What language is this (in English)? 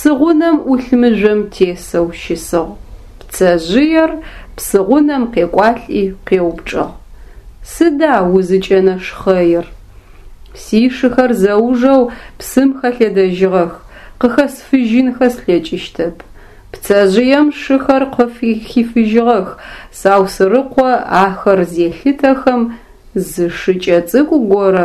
Adyghe